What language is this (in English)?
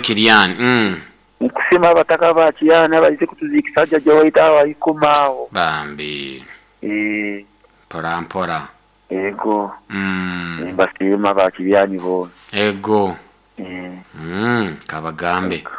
Nyoro